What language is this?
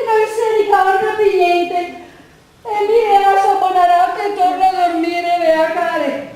Venetian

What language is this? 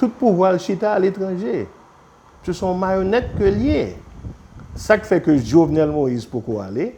Haitian Creole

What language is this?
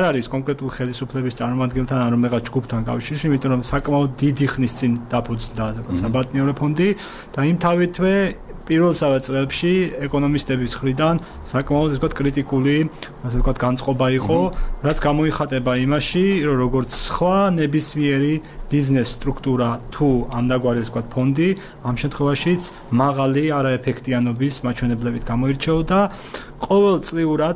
Georgian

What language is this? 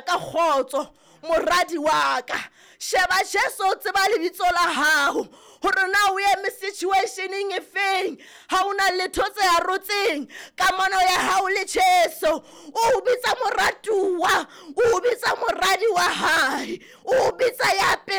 Southern Sotho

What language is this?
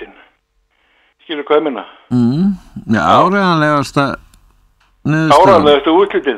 Icelandic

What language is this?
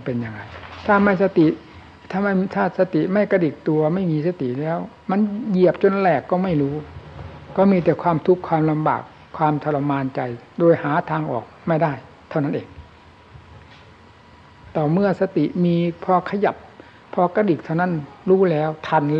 Thai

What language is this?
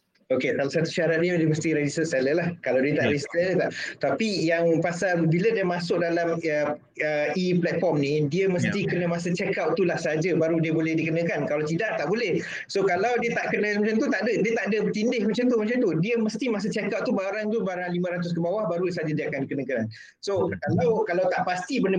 Malay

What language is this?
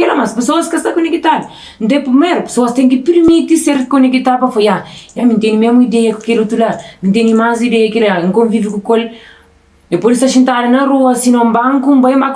Kabuverdianu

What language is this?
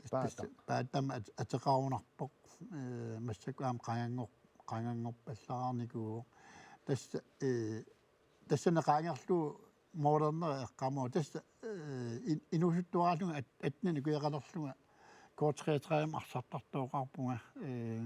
Kalaallisut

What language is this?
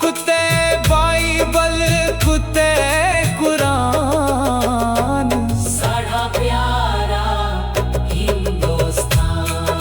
Dogri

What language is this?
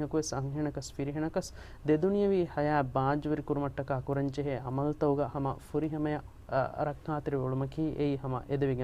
Divehi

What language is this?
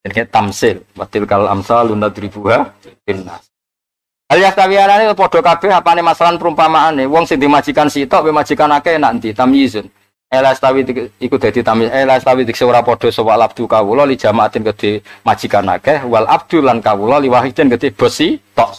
Javanese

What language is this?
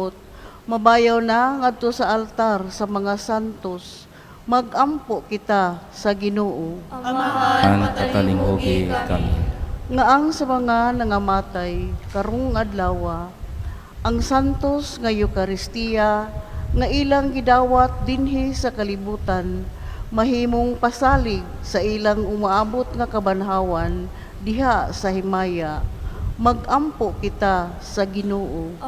Cebuano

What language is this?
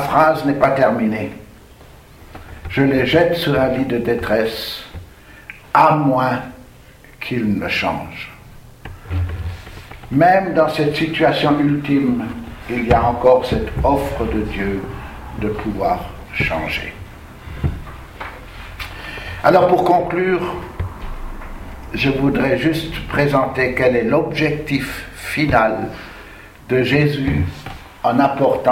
French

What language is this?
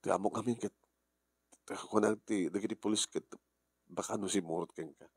Iloko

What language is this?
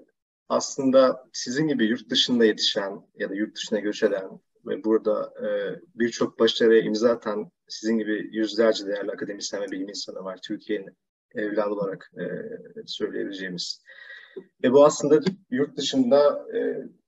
Turkish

